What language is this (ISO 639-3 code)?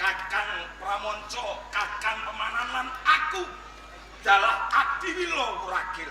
jav